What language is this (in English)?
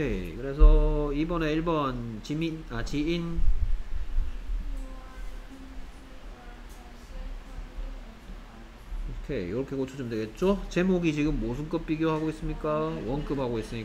Korean